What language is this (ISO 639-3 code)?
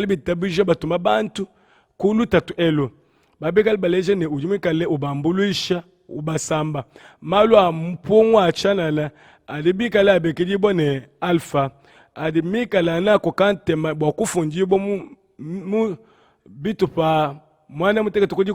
lua